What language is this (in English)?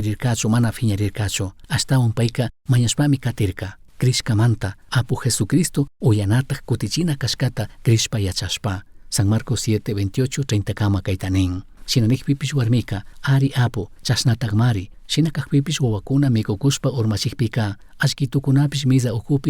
Chimborazo Highland Quichua